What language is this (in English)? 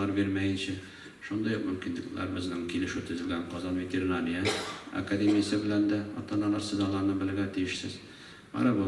Tatar